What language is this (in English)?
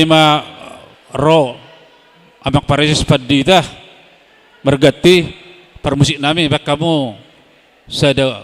Batak Toba